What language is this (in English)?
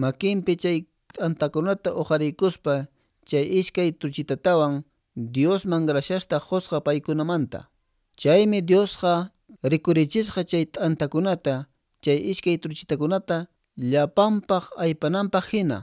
Quechua